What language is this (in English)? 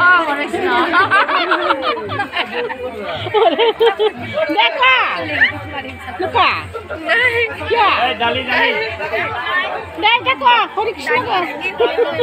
Bodo